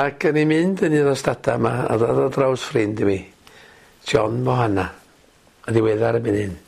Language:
Welsh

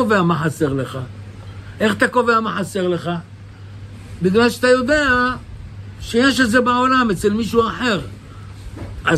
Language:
Hebrew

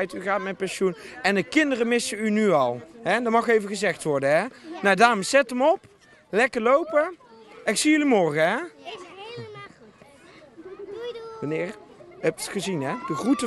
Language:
Dutch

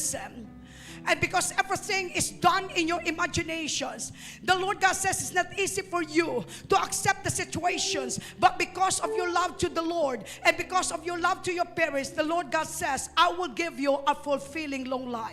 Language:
Hiligaynon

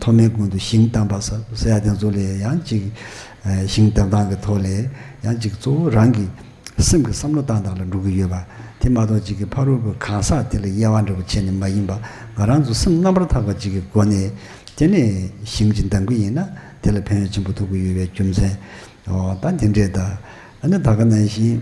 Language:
Tibetan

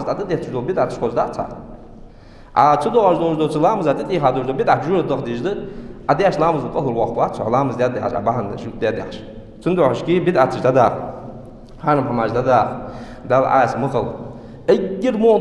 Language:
Ingush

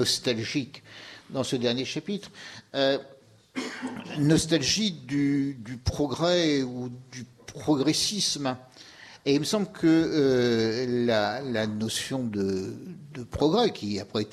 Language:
French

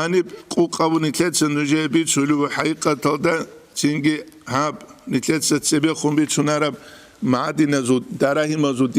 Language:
Avaric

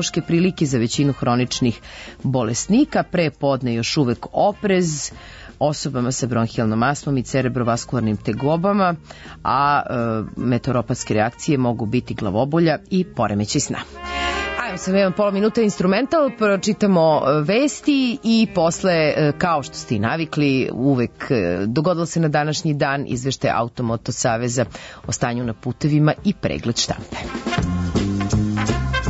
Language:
Serbian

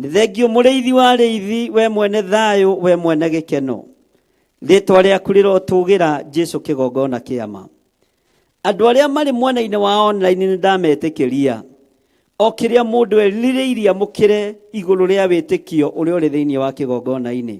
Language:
Kikuyu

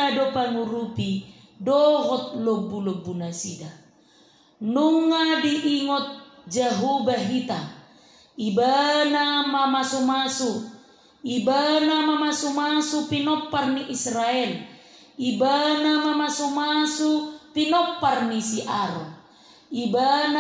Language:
Batak Toba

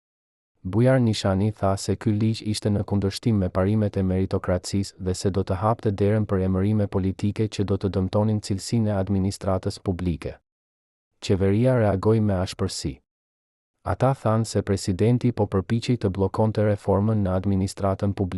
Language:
Albanian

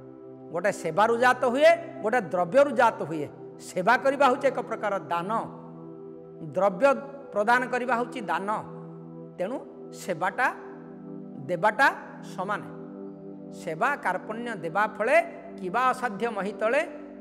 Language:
Odia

